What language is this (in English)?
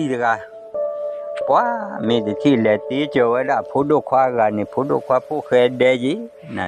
S'gaw Karen